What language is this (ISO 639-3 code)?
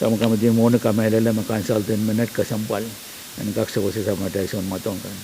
pon